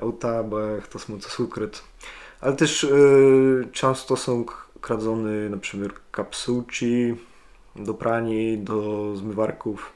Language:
Kashubian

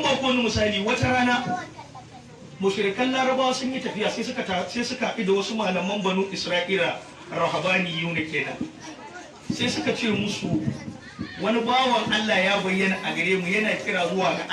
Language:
Hausa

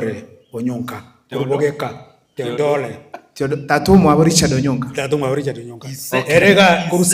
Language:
Gusii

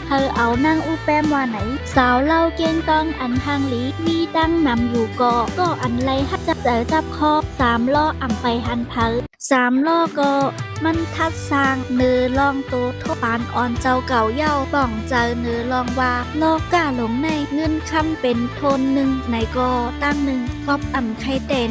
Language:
Shan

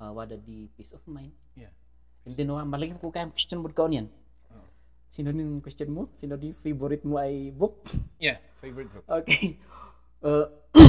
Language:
Kankanaey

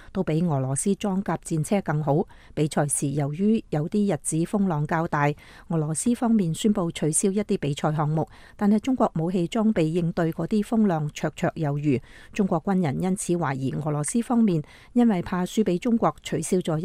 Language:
Cantonese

